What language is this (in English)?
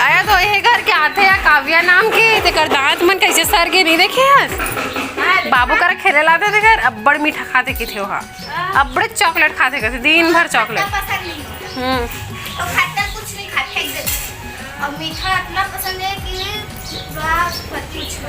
Chhattisgarhi